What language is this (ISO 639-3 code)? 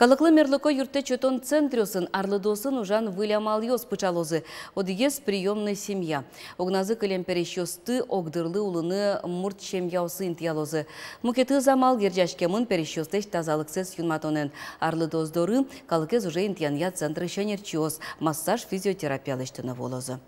udm